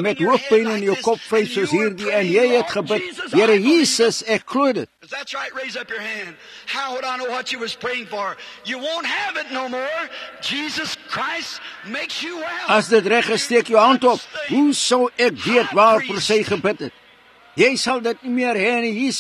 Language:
Afrikaans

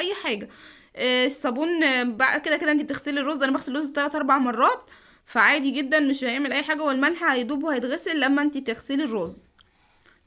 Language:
Egyptian Arabic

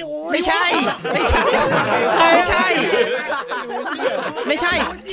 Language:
Thai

